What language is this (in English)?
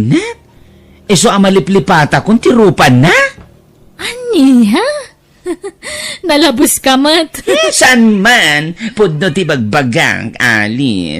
Iloko